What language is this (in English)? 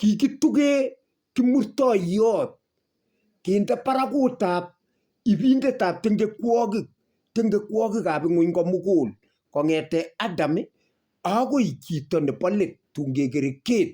Kalenjin